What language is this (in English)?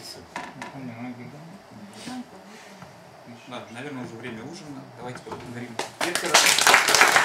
Russian